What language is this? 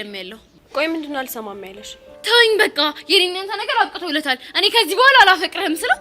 Amharic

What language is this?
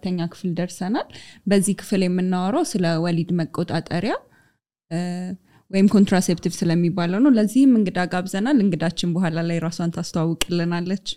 Amharic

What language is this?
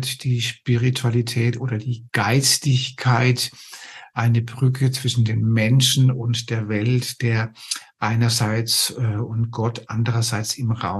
German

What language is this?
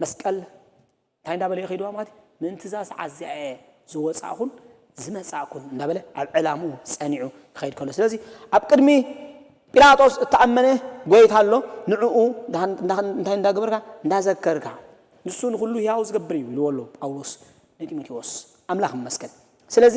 Tigrinya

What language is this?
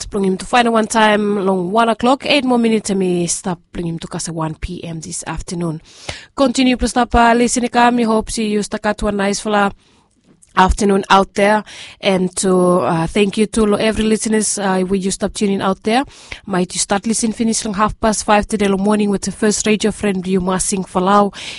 Bislama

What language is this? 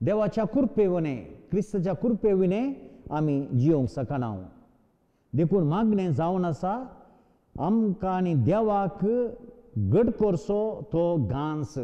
Konkani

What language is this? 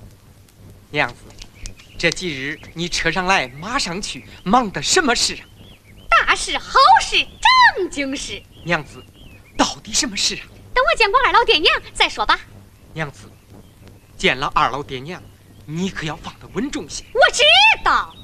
Chinese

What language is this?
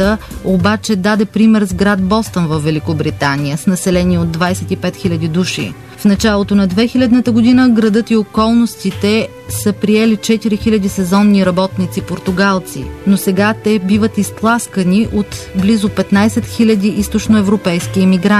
Bulgarian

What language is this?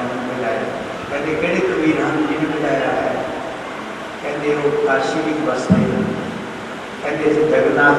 Hindi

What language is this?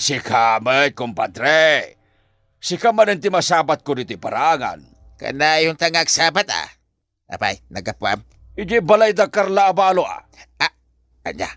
Iloko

